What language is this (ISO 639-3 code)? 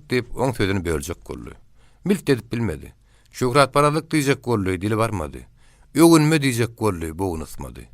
tuk